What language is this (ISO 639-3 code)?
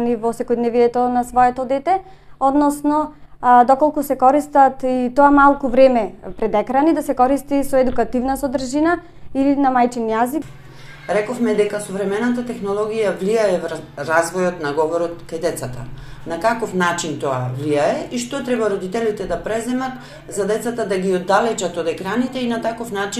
mkd